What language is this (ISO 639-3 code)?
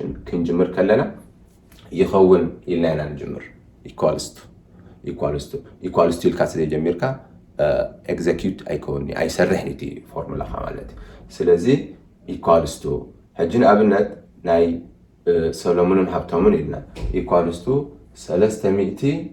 tir